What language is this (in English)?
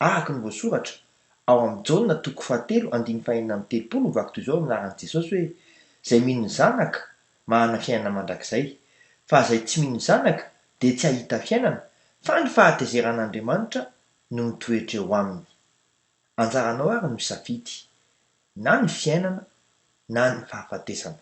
Malagasy